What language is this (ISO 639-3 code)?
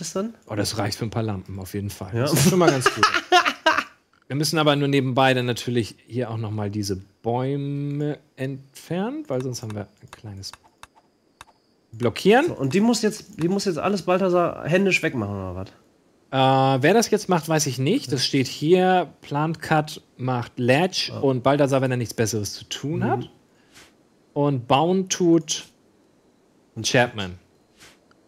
deu